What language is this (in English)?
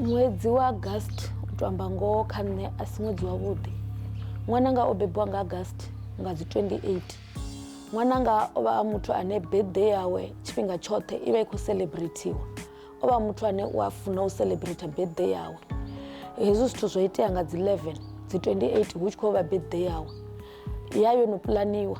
Venda